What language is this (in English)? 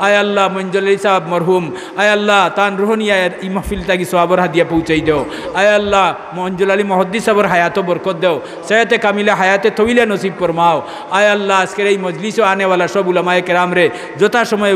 Sylheti